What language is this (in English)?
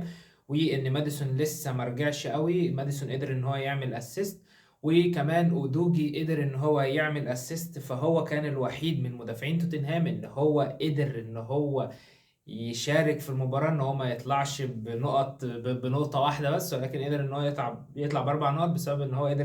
Egyptian Arabic